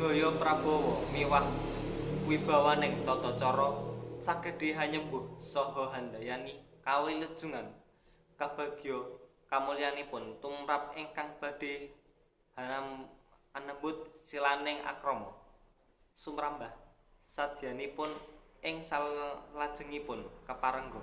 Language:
Javanese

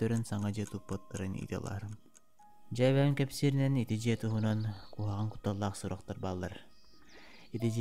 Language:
Yakut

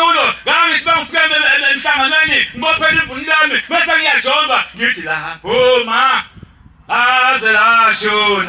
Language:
Zulu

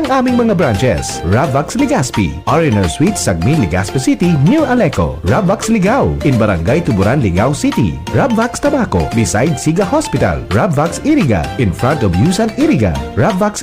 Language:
Bikol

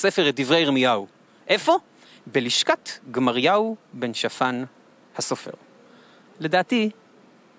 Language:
Hebrew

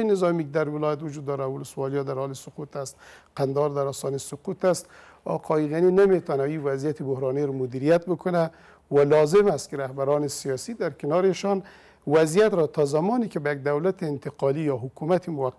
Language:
Persian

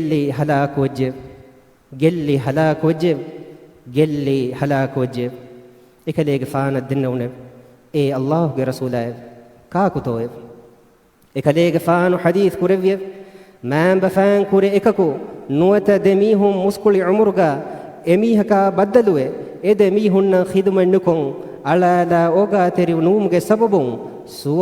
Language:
Divehi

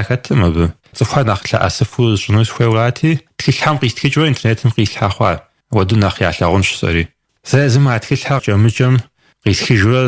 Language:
Kabardian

